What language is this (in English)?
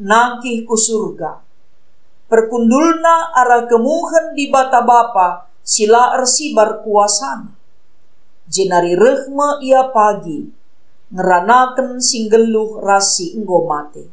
Batak Karo